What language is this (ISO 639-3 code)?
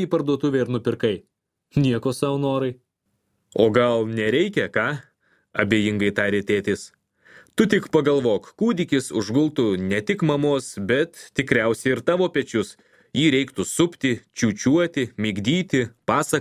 lit